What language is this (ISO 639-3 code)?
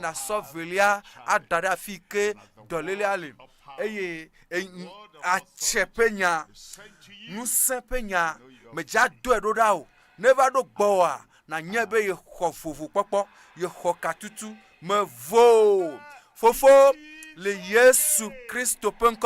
ewe